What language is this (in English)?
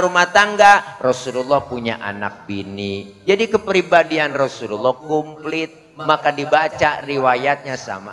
Betawi